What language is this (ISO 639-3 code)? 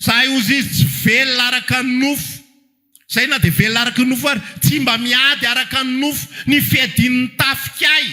mlg